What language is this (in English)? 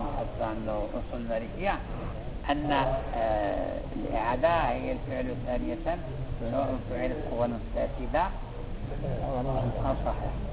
Arabic